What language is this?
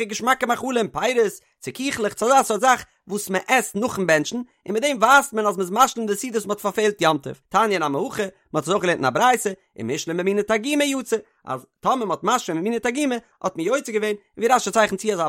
Yiddish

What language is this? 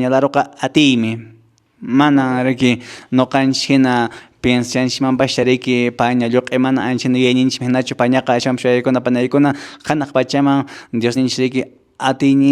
Quechua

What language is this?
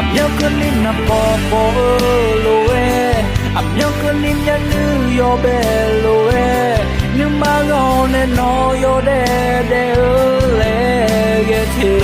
Akha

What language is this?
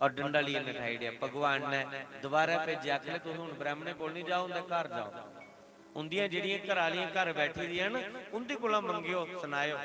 Dogri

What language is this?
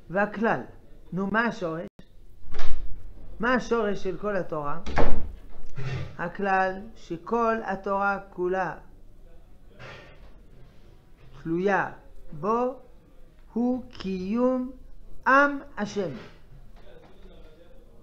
Hebrew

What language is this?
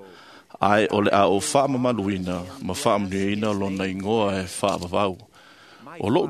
Samoan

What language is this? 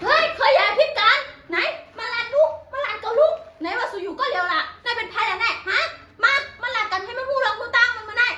Shan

